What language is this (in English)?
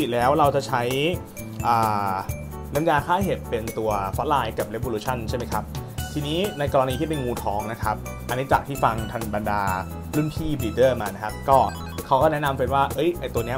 Thai